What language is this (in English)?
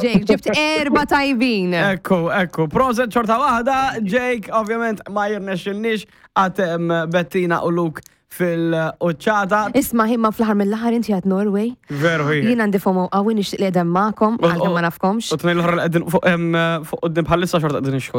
Maltese